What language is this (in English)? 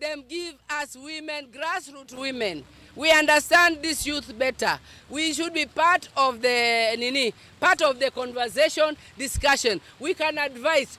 Kamba